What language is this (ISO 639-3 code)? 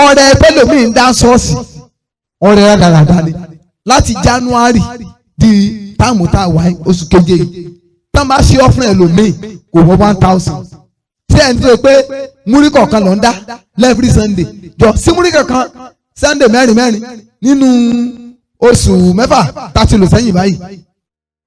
yor